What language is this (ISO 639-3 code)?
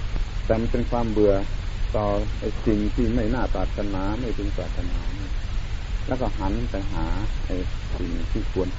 tha